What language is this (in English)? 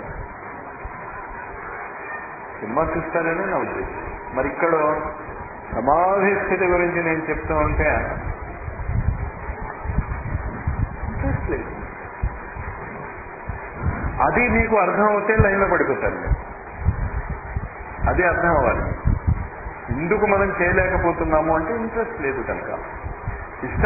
Telugu